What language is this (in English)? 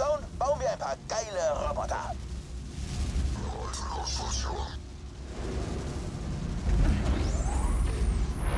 German